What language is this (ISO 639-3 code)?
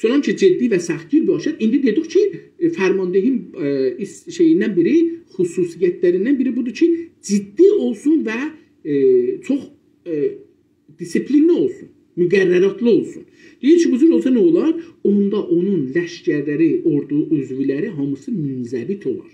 azb